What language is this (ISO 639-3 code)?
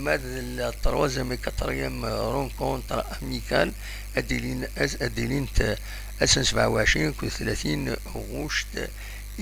kab